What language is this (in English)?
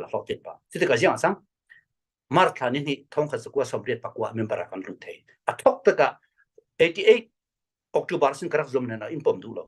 Falam Chin